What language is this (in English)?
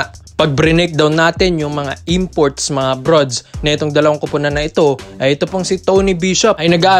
Filipino